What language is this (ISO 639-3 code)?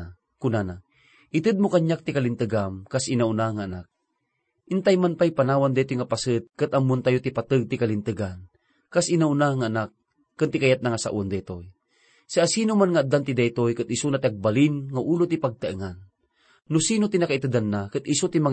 ilo